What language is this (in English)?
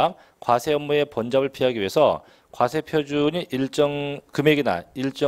Korean